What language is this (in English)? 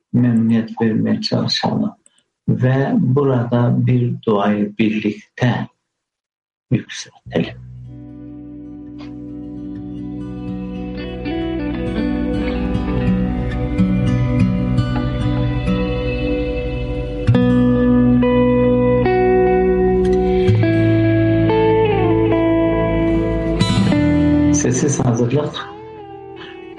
Turkish